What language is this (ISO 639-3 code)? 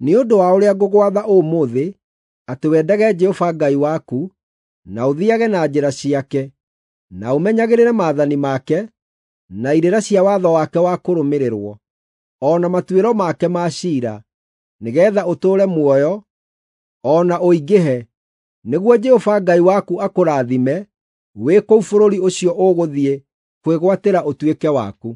kik